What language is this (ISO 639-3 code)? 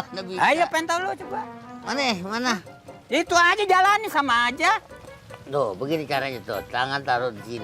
bew